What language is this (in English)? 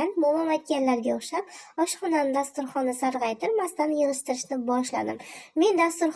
Uzbek